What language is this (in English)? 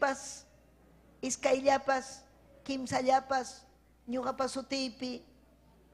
Ayacucho Quechua